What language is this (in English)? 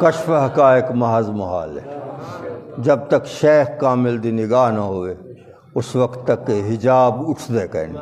Saraiki